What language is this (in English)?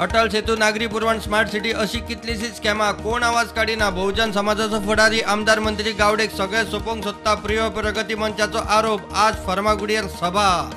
Konkani